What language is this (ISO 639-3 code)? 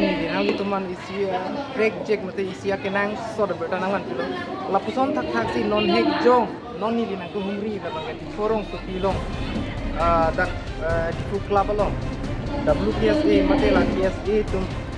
mjw